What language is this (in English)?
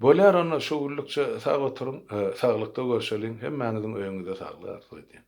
Turkmen